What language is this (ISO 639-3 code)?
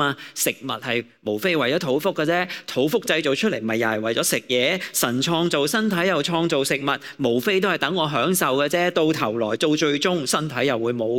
yue